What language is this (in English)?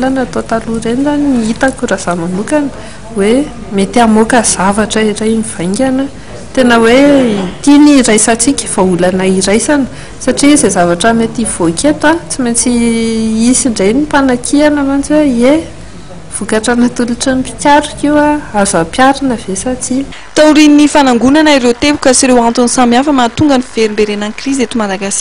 Malagasy